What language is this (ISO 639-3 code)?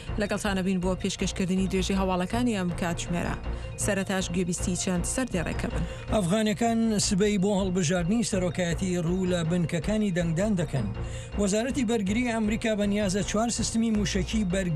ckb